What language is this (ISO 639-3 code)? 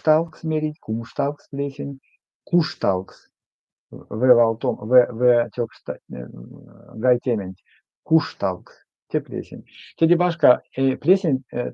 myv